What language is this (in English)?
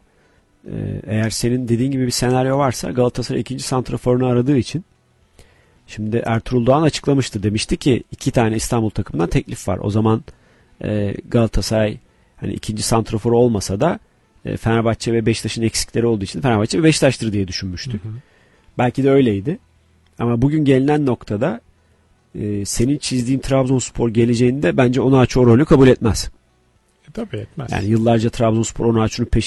Turkish